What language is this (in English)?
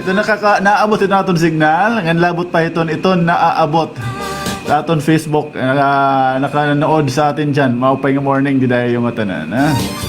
Waray